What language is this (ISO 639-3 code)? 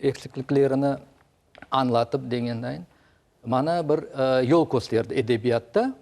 crh